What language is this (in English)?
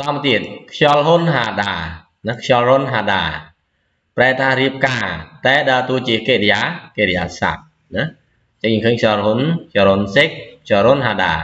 Khmer